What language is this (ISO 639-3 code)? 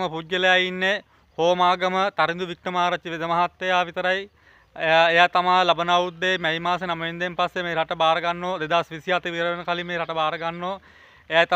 sin